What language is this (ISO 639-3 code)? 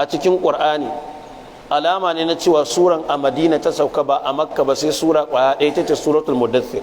hau